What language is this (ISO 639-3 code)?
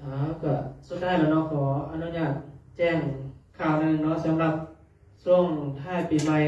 pli